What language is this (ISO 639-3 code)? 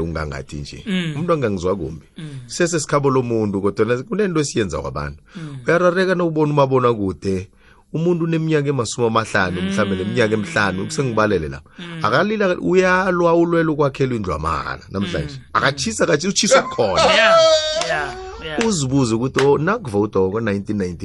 nbl